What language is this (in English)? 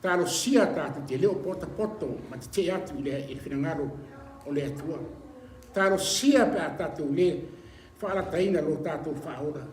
Samoan